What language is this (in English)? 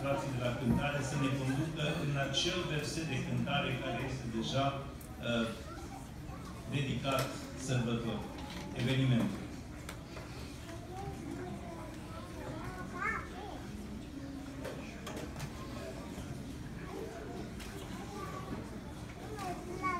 Romanian